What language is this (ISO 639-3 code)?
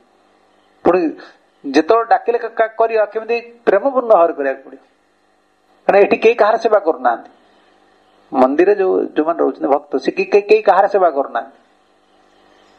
ori